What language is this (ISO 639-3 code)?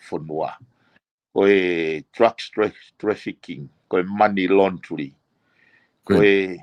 ton